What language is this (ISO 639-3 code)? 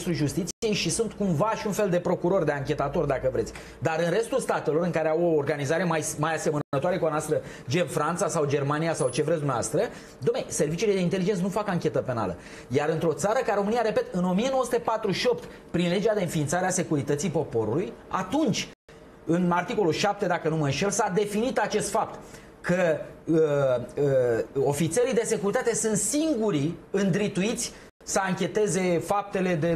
ron